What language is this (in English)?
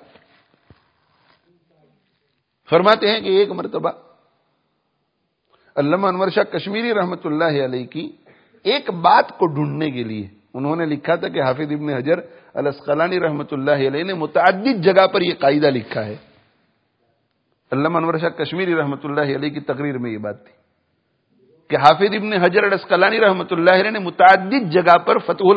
Urdu